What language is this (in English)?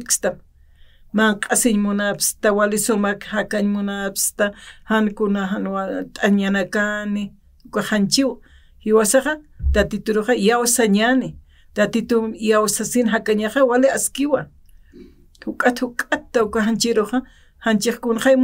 Aymara